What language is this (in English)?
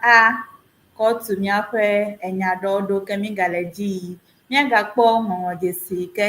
Ewe